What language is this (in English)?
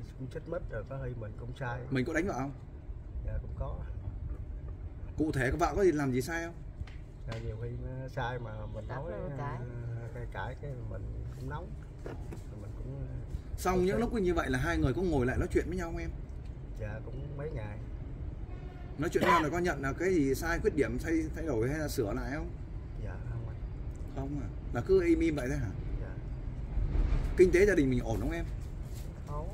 Vietnamese